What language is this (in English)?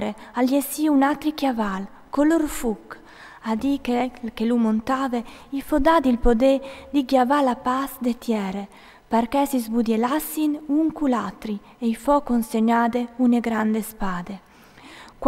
Friulian